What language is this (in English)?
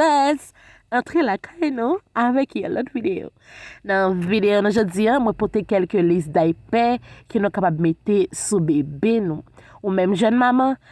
Haitian Creole